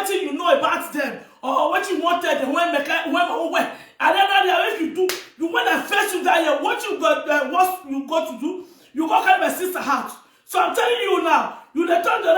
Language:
Nigerian Pidgin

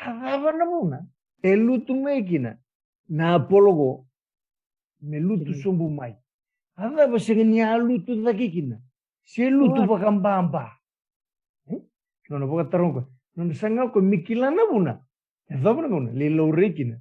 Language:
Fijian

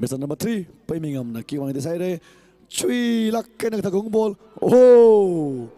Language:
Tangkhul Naga (India)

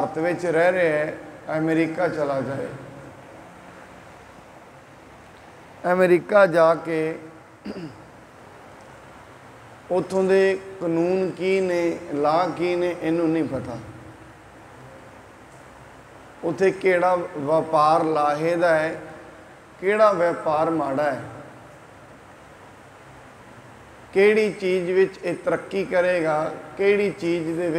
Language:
Punjabi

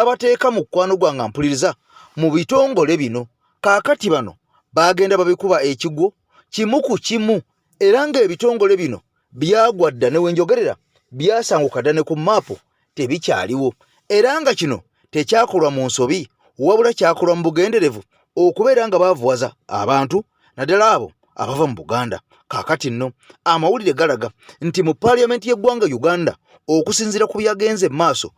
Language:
Ganda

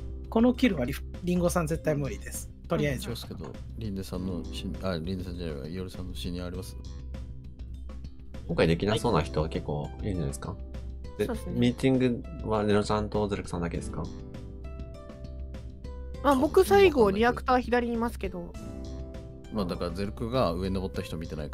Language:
Japanese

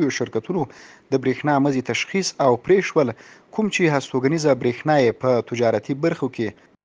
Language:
Pashto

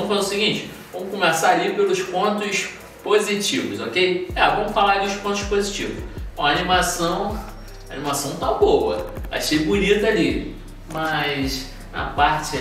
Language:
Portuguese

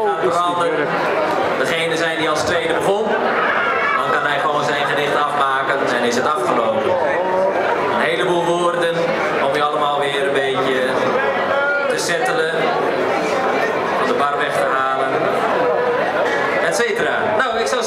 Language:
Dutch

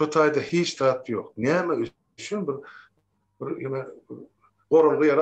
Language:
Turkmen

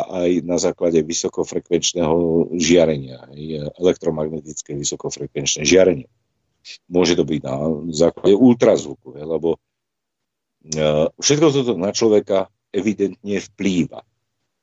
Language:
Slovak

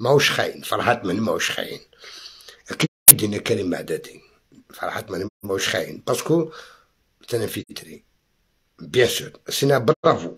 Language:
Algerian Arabic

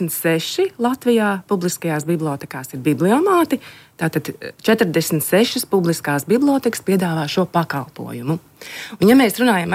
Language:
Latvian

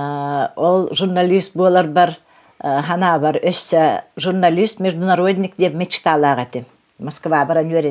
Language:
Yakut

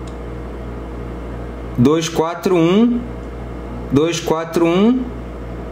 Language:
Portuguese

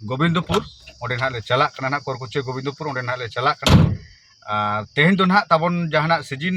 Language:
Santali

